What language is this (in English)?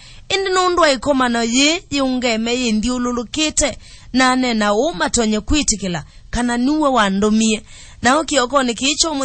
Kamba